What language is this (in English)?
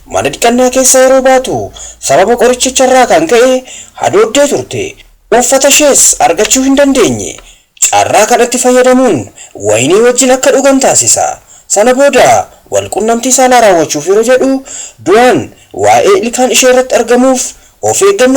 Oromo